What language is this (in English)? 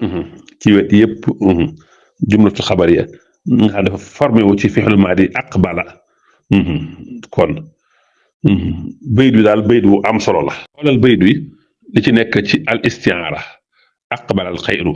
Wolof